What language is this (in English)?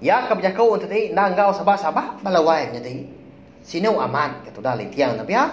Iban